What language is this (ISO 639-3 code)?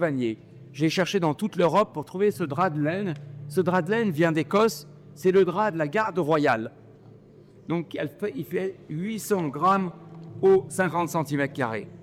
fra